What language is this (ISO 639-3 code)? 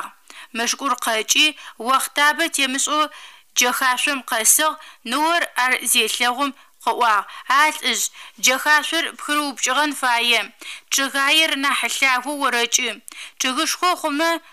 ady